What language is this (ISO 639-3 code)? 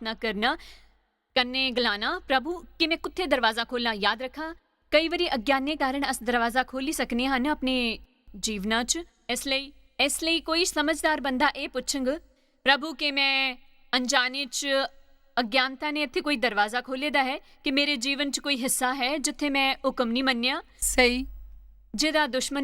doi